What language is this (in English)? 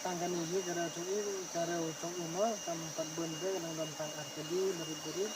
Khasi